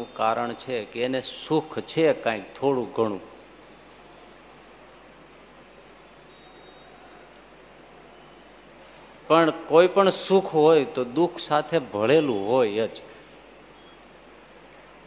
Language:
Gujarati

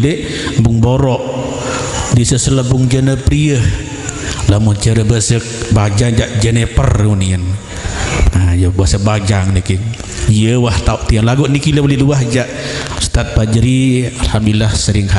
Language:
Sasak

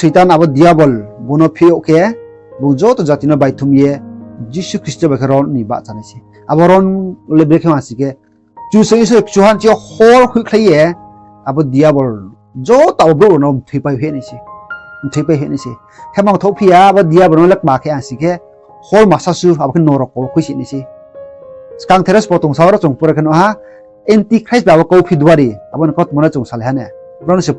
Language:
Riang (India)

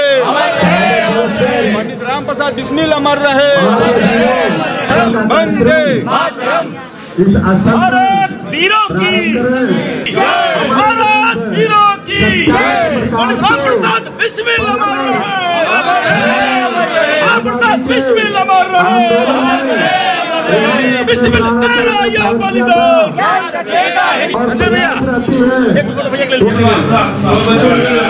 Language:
Hindi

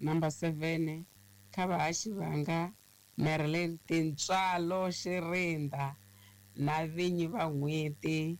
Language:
Tsonga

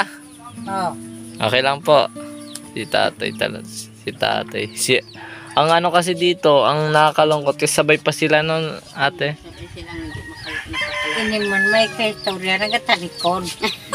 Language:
Filipino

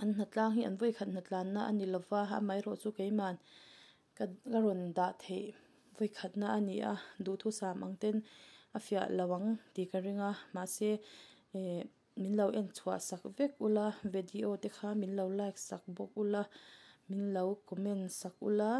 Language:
Mizo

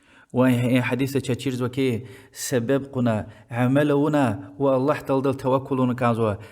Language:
Lezghian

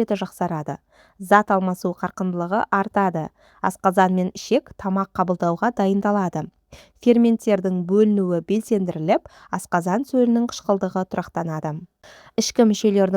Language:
Kazakh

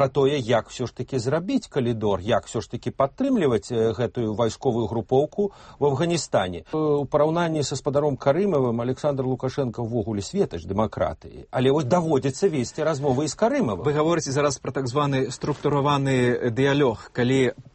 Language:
Belarusian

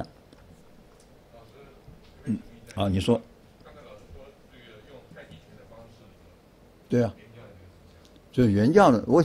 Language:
Chinese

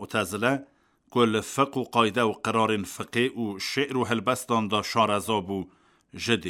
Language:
Kurdish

